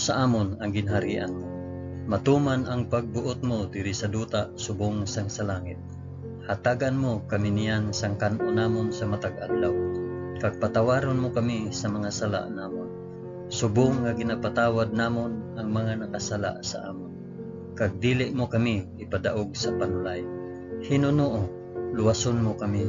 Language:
Hiligaynon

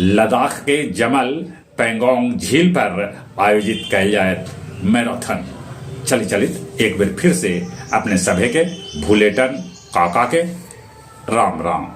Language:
Magahi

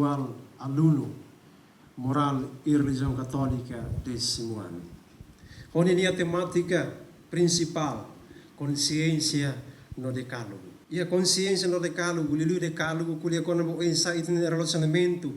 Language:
Tetum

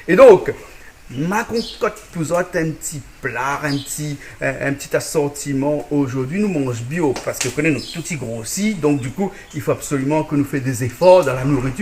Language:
Réunion Creole French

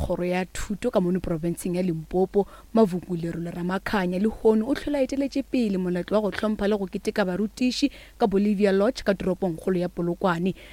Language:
Northern Sotho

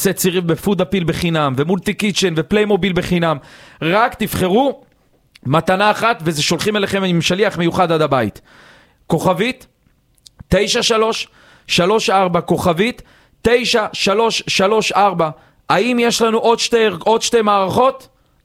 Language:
Hebrew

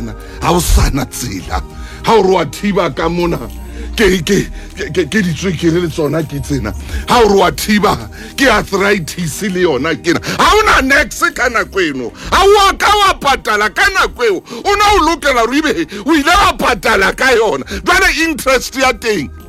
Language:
Southern Sotho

